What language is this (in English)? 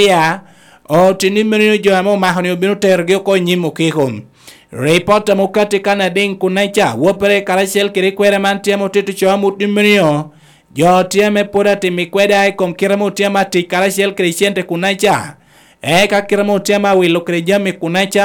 Lango (Uganda)